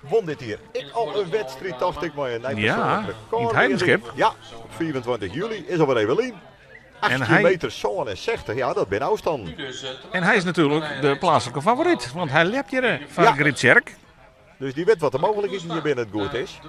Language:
Western Frisian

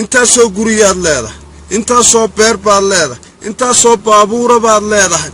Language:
Somali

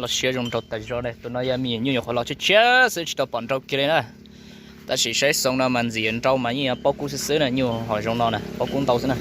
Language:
Hmong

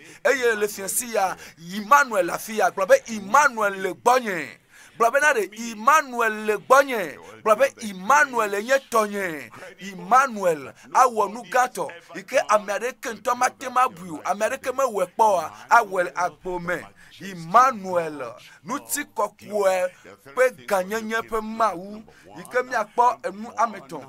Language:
Ewe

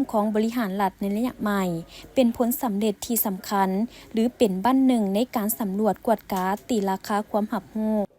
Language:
Lao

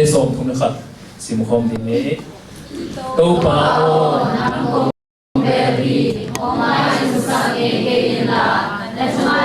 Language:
Tedim Chin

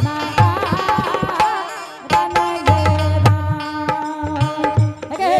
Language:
Angika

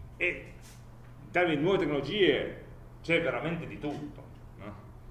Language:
Italian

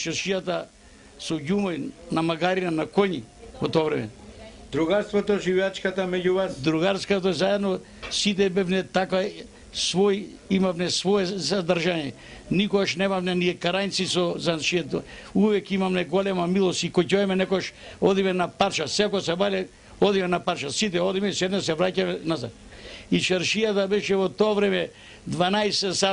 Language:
Macedonian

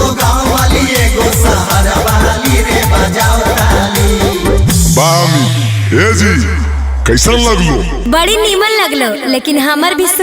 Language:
Magahi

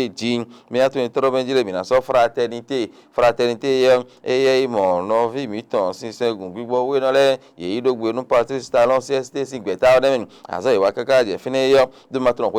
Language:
Fon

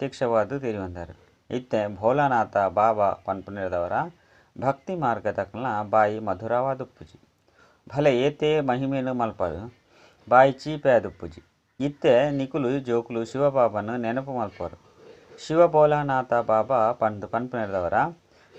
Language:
Tulu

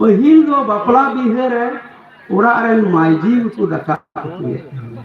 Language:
Santali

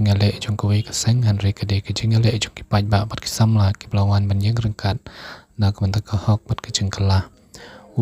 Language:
Khasi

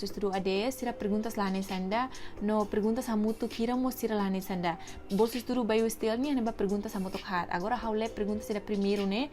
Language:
Tetum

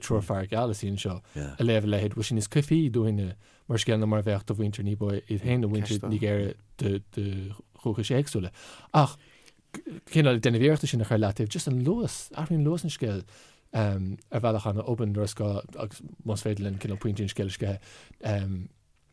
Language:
Irish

